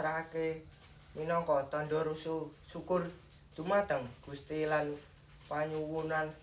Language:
Javanese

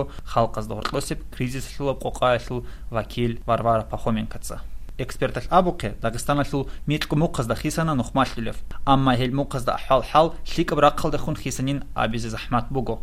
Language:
Avaric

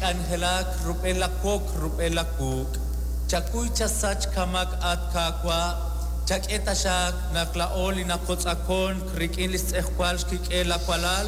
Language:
Kekchí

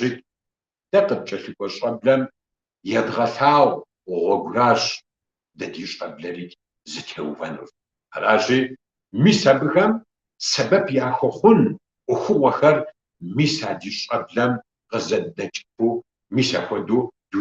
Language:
Kabardian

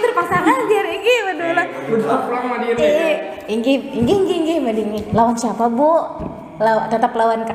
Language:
Banjar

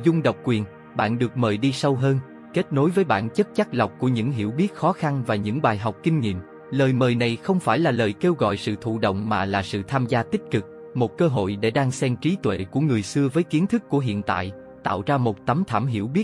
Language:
Vietnamese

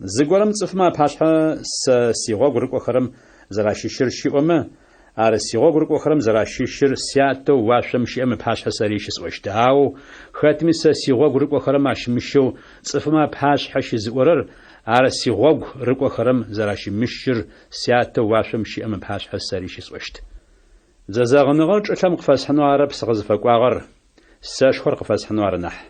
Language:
Adyghe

